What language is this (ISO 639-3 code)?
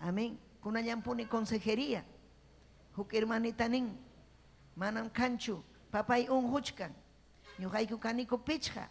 quy